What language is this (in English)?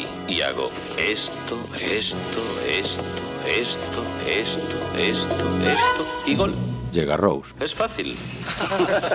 Spanish